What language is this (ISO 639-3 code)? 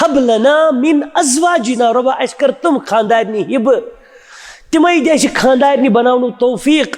kas